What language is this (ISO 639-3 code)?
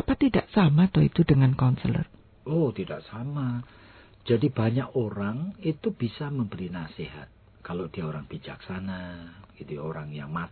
ind